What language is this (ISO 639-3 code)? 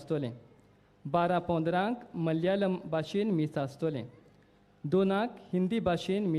kok